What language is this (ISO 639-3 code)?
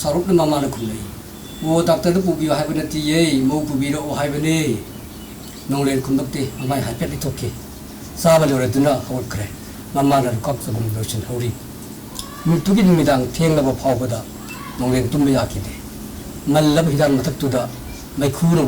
mni